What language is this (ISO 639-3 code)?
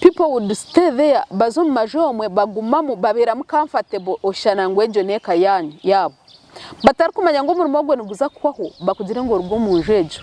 nyn